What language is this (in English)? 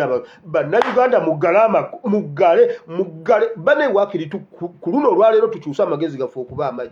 Ganda